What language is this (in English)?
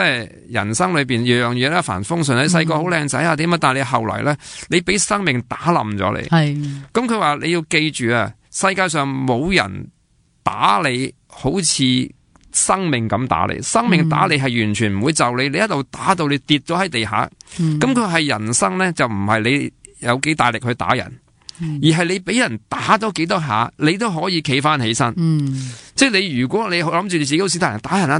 Cantonese